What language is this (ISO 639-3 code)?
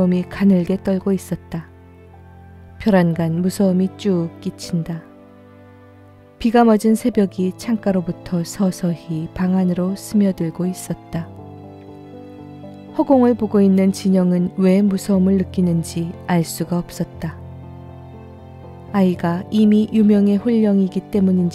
kor